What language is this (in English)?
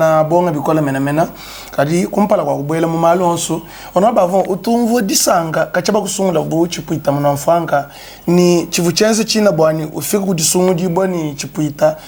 Luba-Lulua